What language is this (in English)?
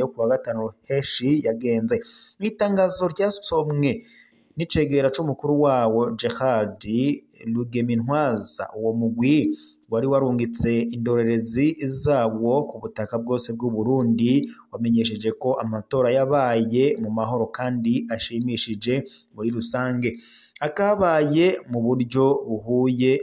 Rundi